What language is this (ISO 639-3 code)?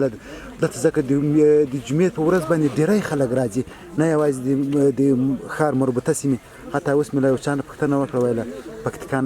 pus